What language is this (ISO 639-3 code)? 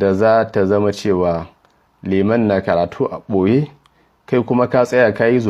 hau